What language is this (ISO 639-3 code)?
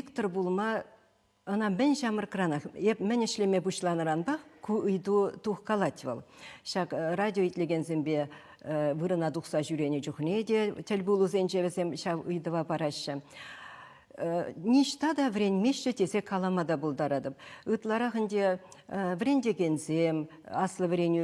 chv